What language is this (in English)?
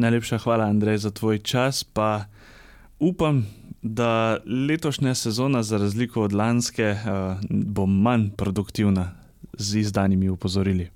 Slovenian